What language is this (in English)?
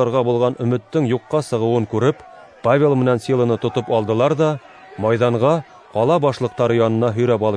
Bashkir